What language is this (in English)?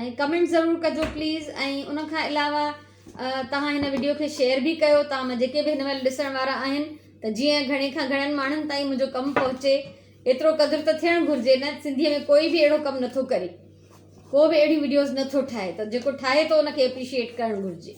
Sindhi